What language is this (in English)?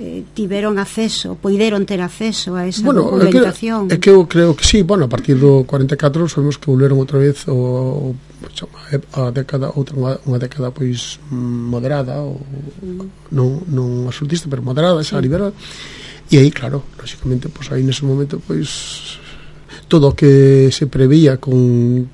Galician